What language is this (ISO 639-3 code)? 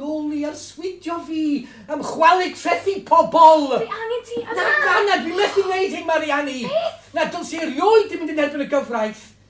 cym